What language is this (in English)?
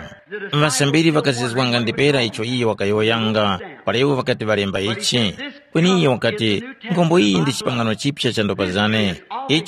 Tumbuka